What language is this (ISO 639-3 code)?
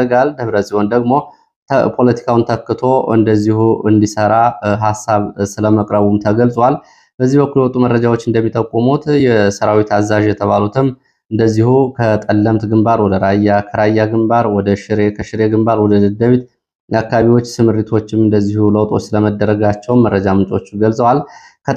amh